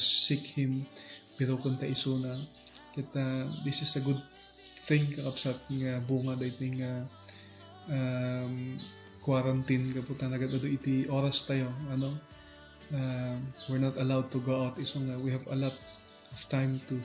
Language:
Iloko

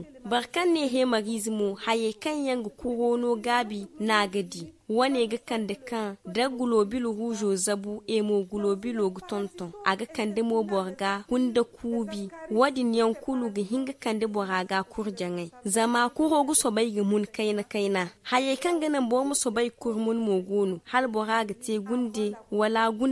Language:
Zarma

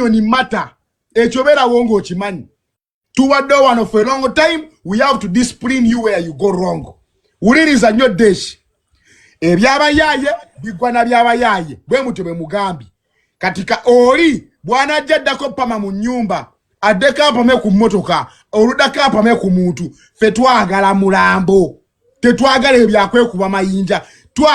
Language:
Ganda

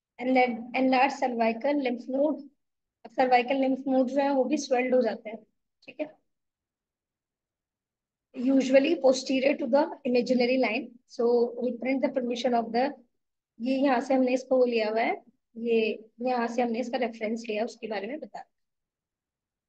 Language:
Hindi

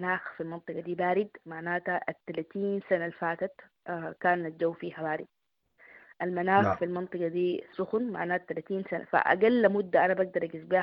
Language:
Sudanese Arabic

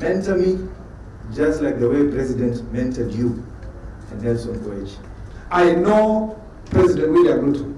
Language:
Kamba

